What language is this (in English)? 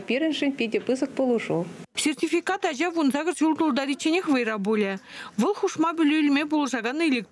Chuvash